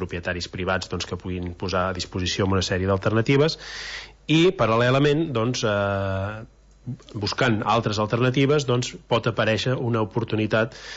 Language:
Catalan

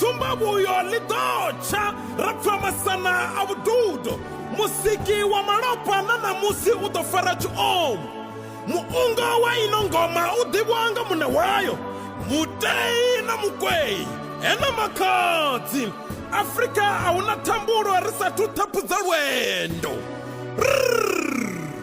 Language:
Venda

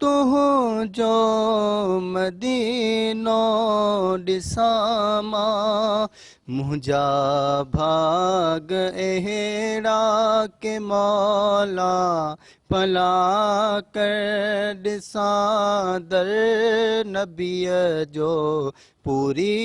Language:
Sindhi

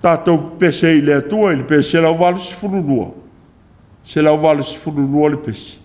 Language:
Samoan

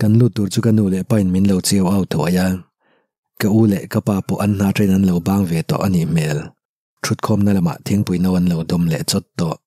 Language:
Mizo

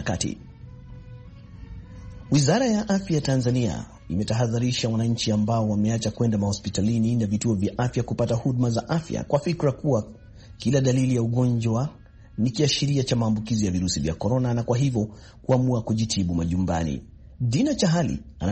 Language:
Swahili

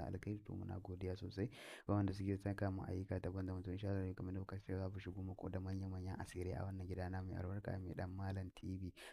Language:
Hausa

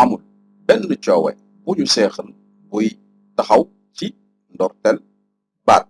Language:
Wolof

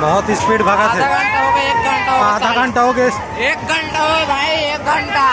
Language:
Chhattisgarhi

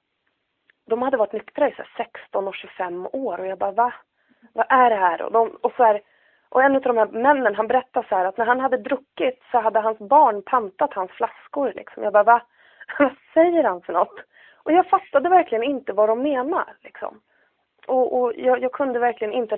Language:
Swedish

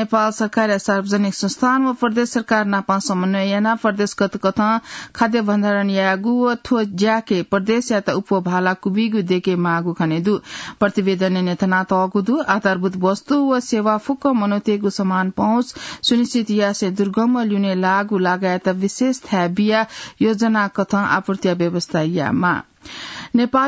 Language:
Newari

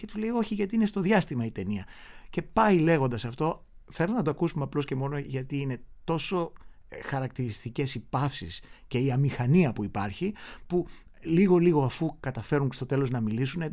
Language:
Greek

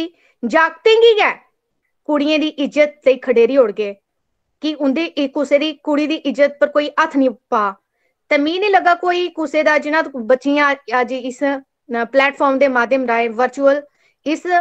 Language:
Dogri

